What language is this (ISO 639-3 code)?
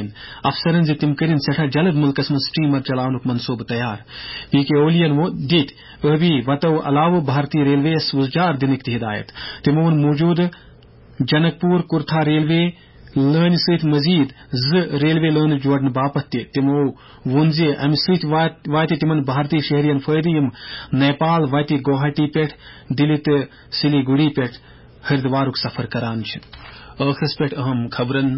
kas